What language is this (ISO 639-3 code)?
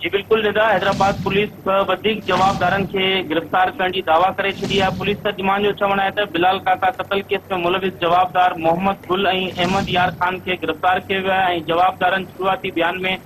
snd